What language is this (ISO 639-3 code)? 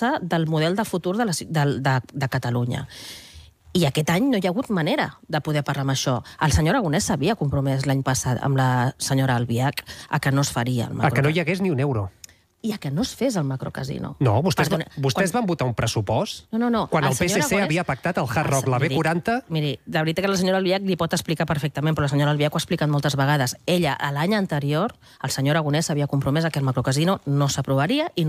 cat